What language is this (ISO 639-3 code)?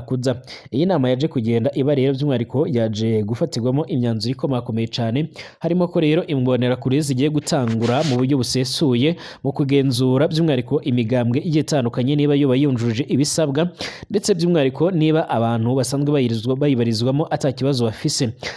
run